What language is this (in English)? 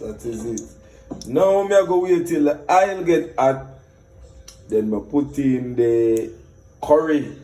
Jamaican Creole English